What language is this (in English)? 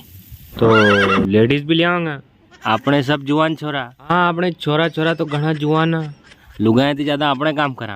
Rajasthani